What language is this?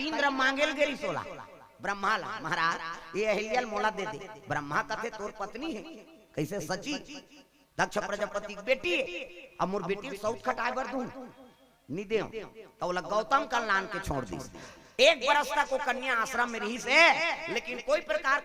Chhattisgarhi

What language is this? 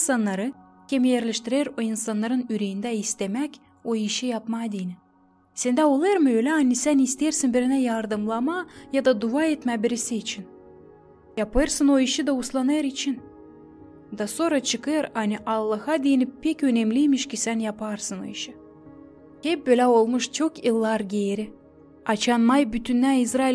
Gagauz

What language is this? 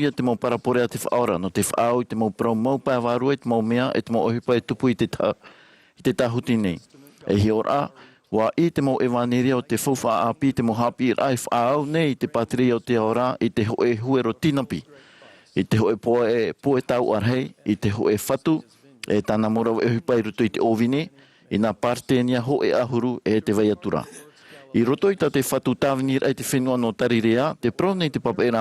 Tahitian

